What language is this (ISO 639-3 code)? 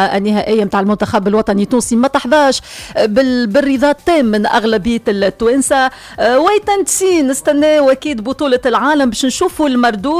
aeb